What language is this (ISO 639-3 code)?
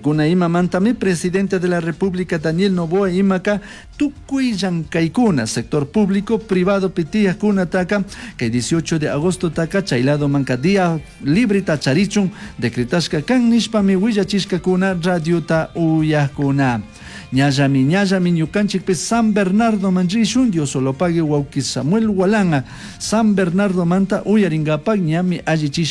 qug